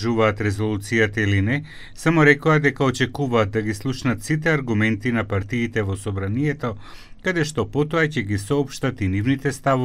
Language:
Macedonian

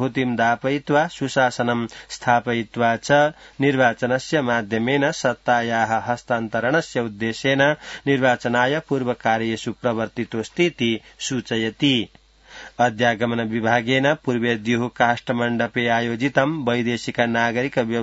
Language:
Sanskrit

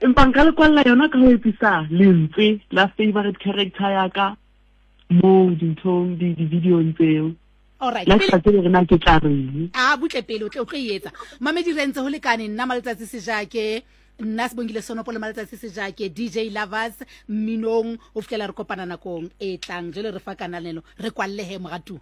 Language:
Southern Sotho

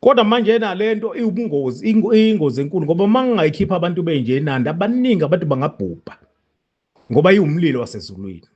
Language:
Zulu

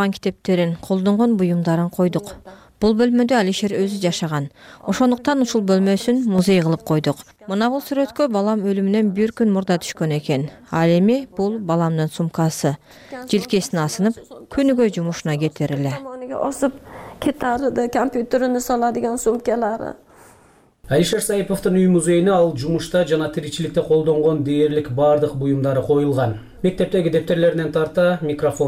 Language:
Kyrgyz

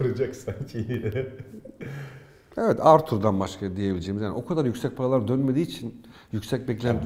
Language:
Turkish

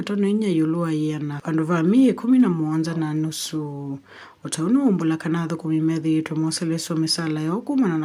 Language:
Kamba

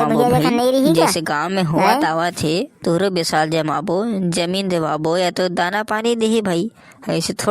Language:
Chhattisgarhi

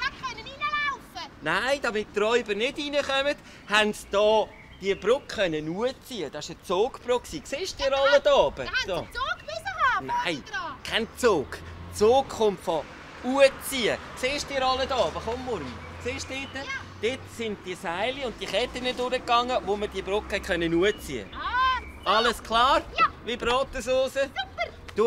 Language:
Swiss German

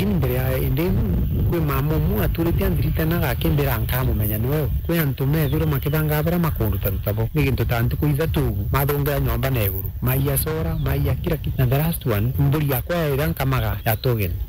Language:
Meru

